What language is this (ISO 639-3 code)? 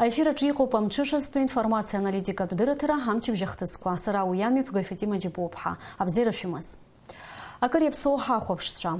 abk